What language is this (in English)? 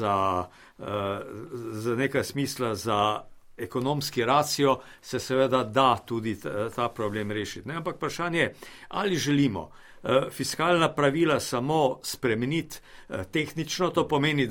Slovenian